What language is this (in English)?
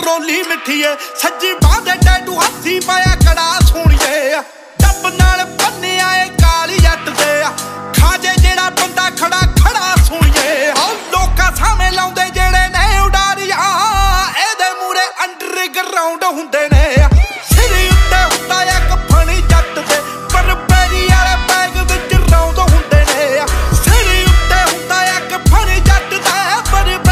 Punjabi